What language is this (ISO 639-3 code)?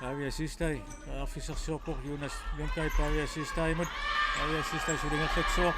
kal